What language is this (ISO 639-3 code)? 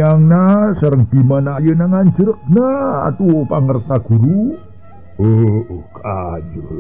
sun